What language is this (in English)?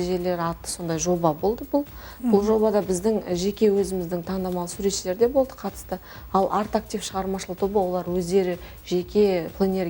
Kazakh